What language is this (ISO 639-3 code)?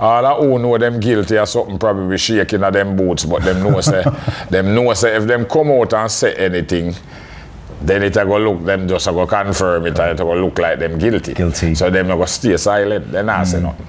jam